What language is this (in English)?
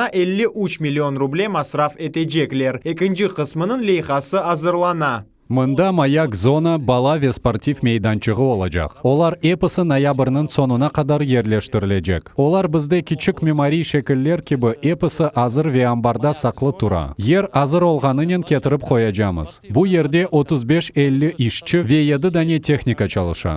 Crimean Tatar